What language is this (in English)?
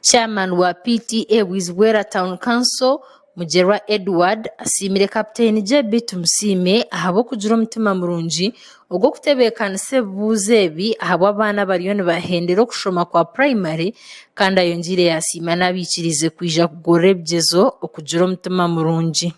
Nyankole